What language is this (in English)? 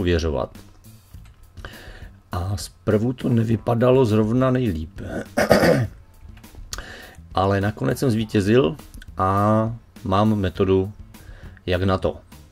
Czech